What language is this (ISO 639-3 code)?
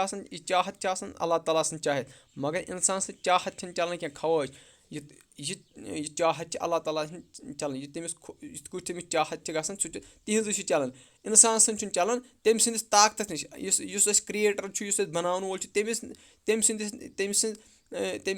kas